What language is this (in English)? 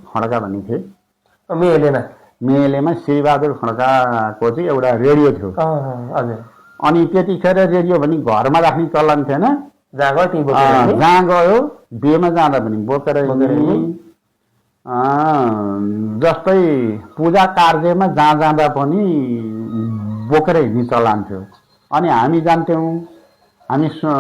Nepali